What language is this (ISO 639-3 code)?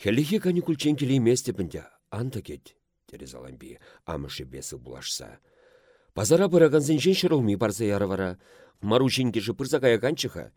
chv